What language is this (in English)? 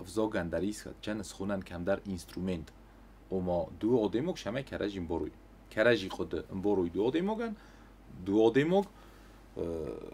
Ossetic